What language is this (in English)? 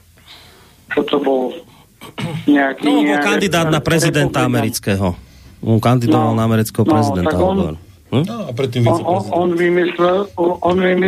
Slovak